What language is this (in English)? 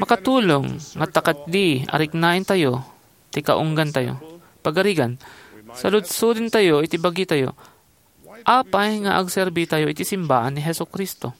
Iloko